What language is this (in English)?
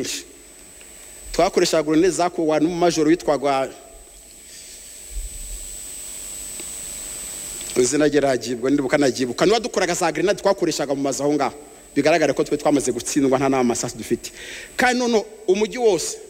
Kinyarwanda